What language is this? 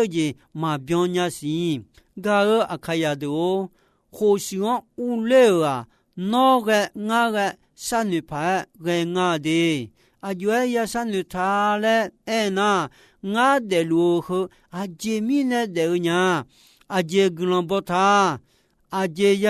Akha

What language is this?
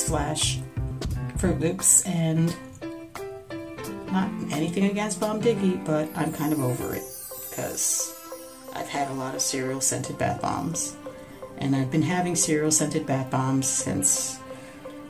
English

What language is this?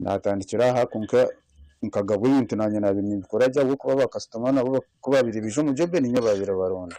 Nyankole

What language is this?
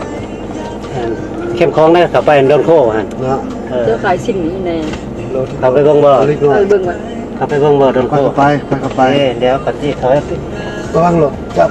Lao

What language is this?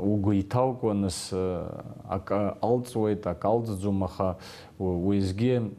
Abkhazian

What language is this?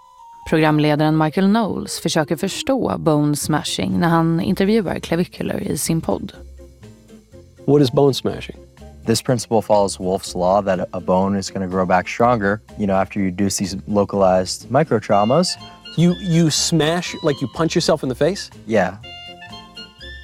Swedish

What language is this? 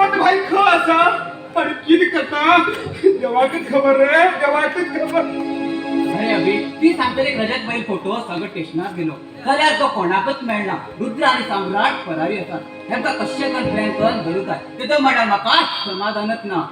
Konkani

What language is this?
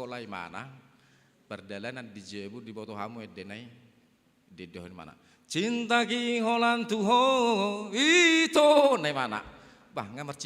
Batak Toba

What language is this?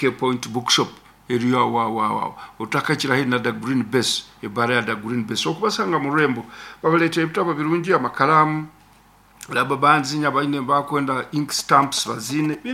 Nyankole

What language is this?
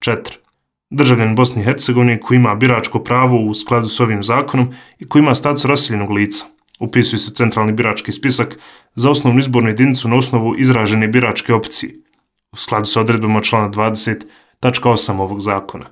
Bosnian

